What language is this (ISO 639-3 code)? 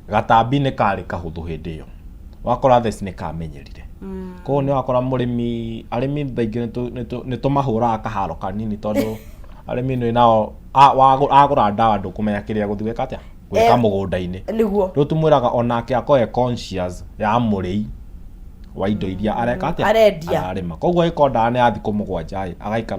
kik